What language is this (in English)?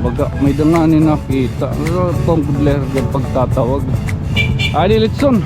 Waray